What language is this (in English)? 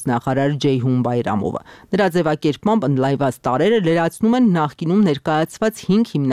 Armenian